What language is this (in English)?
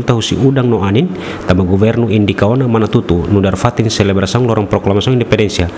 Tetum